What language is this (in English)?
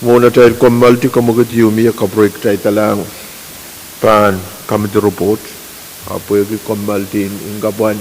Pohnpeian